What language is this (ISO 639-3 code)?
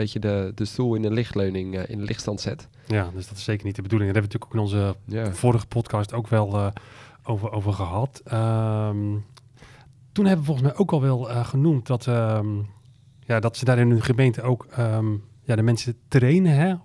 nld